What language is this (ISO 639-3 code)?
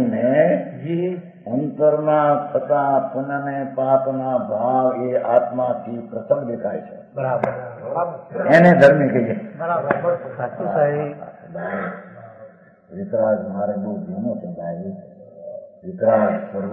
guj